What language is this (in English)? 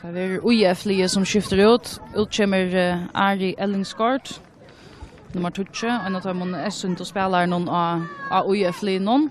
Faroese